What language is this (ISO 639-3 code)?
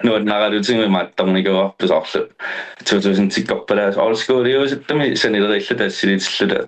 kal